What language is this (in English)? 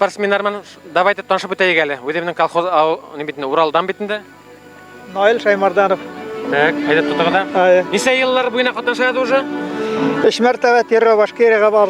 Bashkir